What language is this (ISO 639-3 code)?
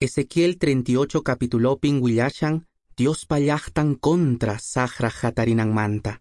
que